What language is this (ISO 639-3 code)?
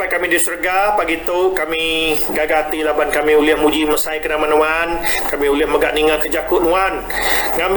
iba